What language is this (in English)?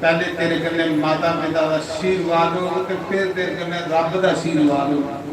Dogri